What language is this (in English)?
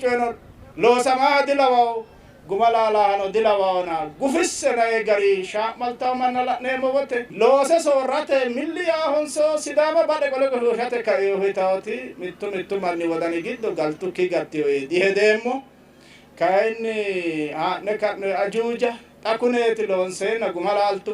Sidamo